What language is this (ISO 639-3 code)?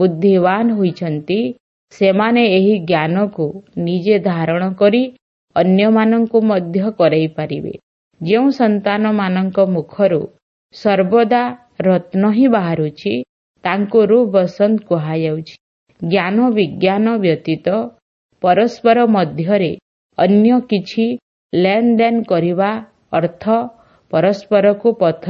ori